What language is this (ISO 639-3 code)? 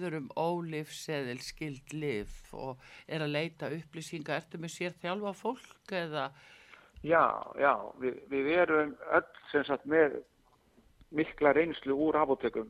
isl